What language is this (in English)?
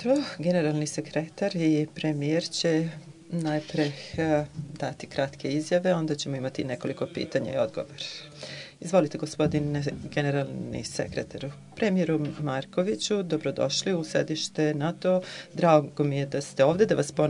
Serbian